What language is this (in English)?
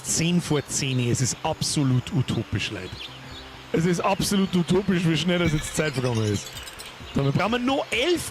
Bavarian